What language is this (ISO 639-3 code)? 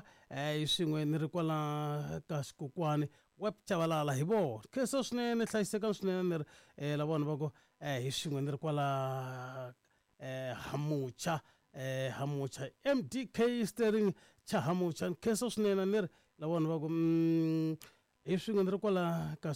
tso